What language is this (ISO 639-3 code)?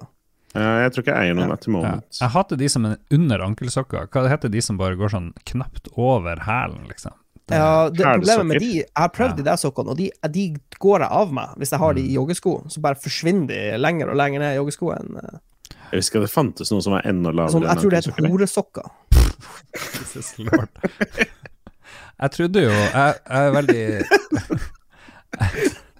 nor